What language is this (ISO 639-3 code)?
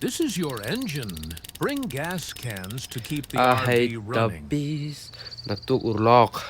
lus